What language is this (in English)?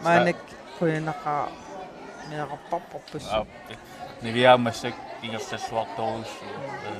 Kalaallisut